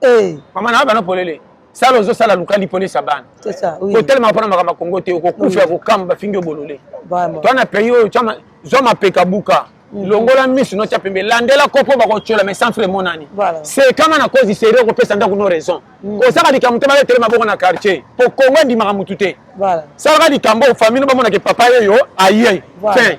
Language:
Lingala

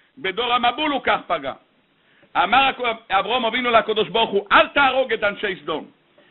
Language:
Hebrew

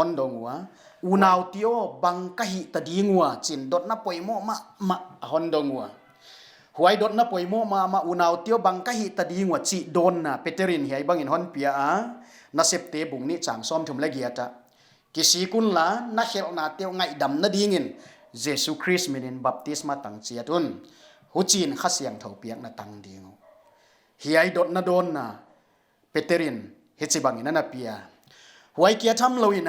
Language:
Paite Chin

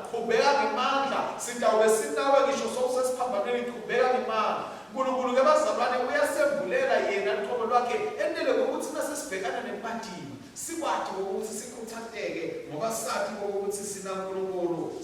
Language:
Swati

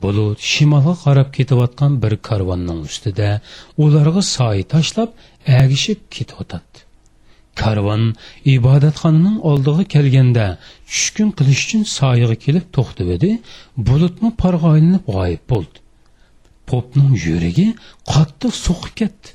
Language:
Uyghur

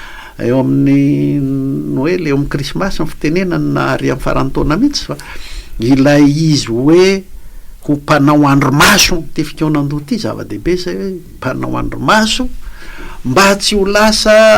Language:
Malagasy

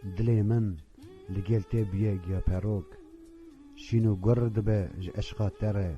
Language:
Kurdish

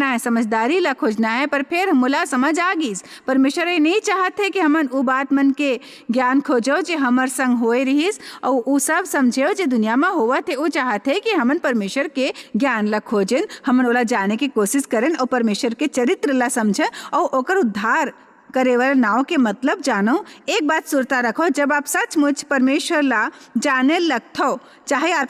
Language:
Chhattisgarhi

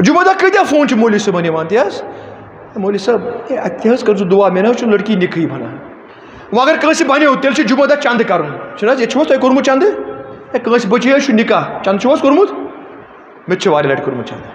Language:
Kashmiri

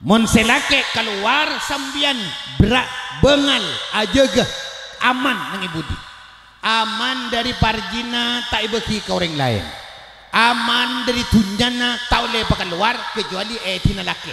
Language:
Madurese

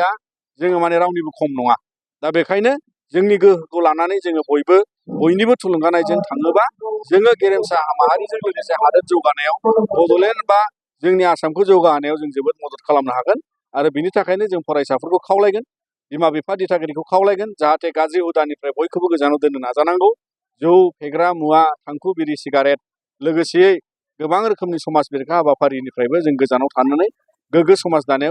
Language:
Bodo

